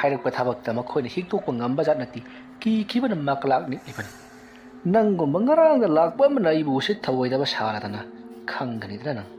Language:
Manipuri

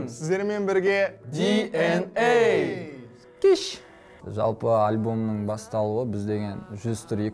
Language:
Kazakh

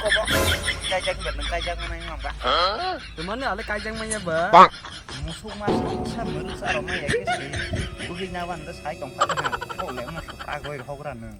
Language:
Kok Borok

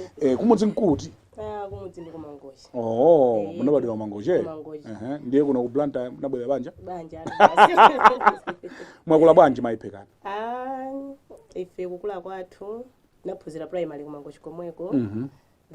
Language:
Nyanja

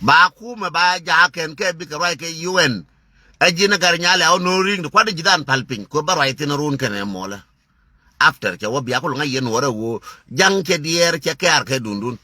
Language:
Nuer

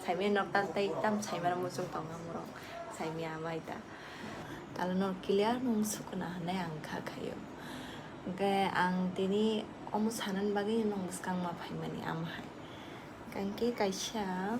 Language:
Kok Borok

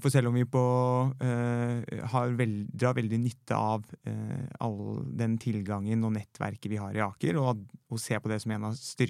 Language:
Norwegian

